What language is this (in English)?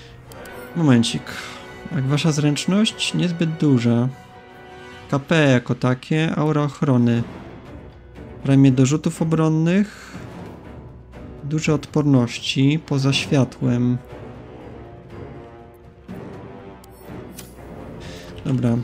Polish